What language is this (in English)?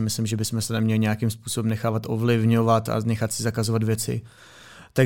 Czech